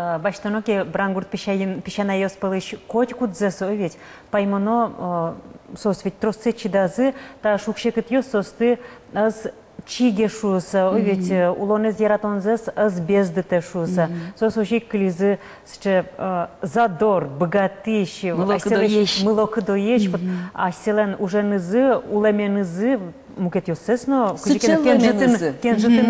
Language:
Udmurt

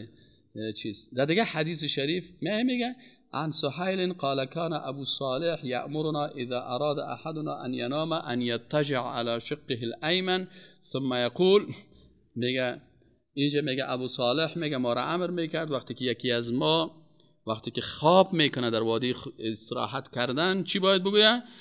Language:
Persian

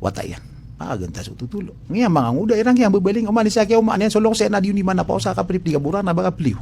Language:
Maranao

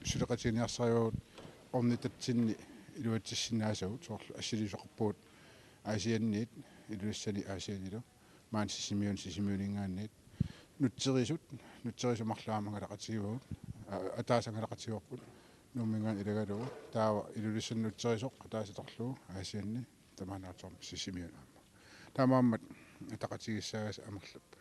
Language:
Kalaallisut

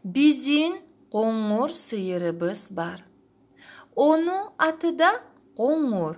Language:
Kumyk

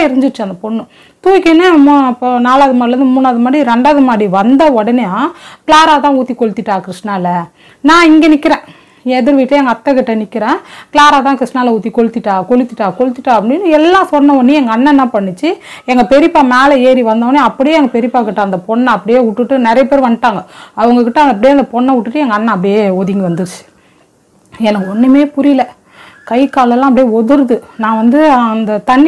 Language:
Tamil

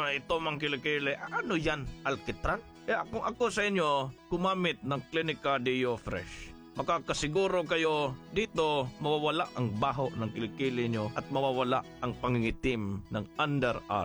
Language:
Filipino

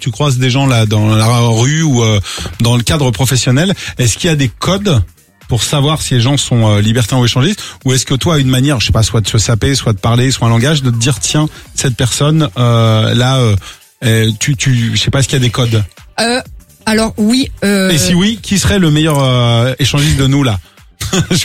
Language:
French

